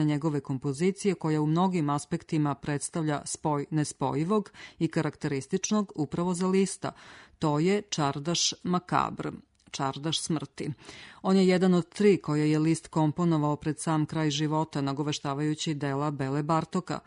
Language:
Serbian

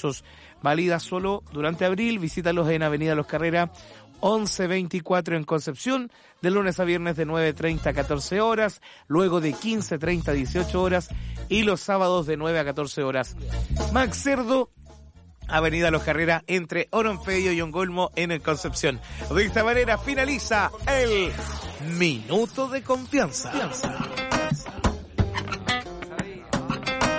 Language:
Spanish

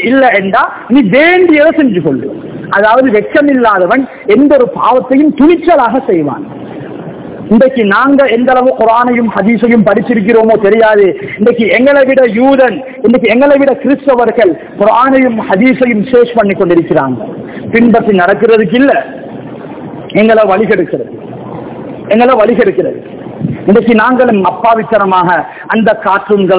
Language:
Tamil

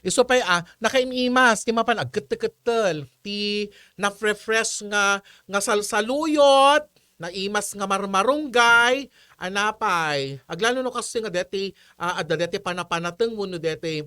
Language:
Iloko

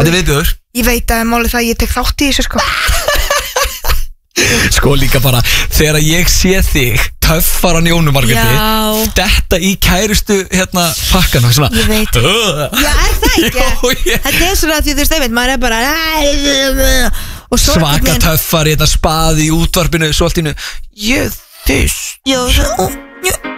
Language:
Icelandic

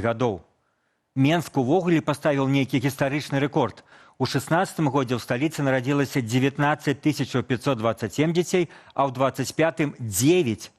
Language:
Belarusian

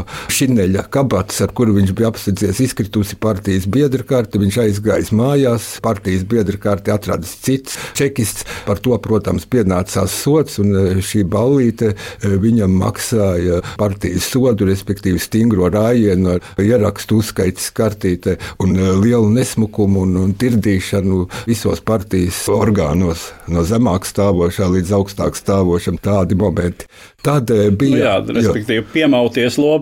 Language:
Latvian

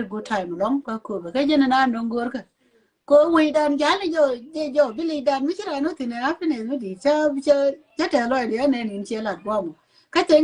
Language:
Nuer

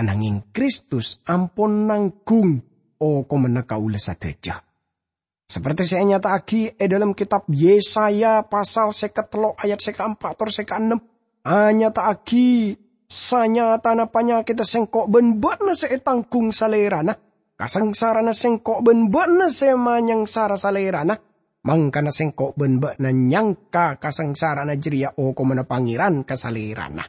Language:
Madurese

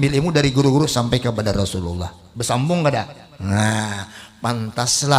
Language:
Banjar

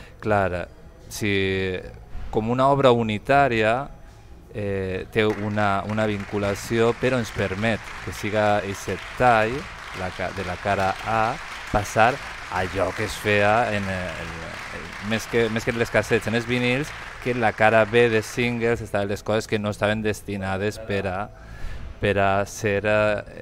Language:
Catalan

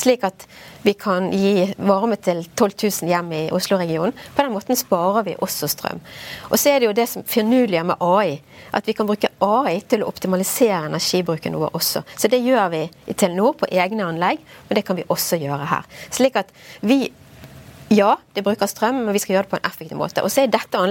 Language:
Norwegian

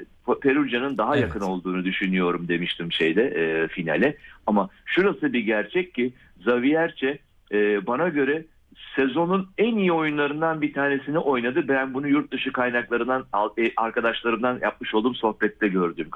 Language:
Turkish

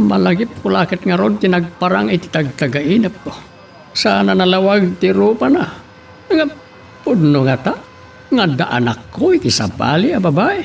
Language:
Iloko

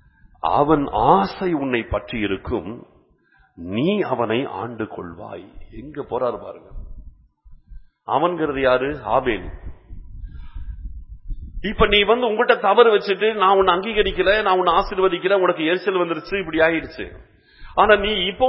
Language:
Tamil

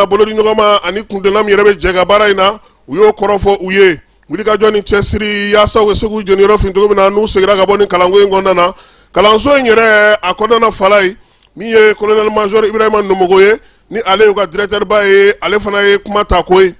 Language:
Bambara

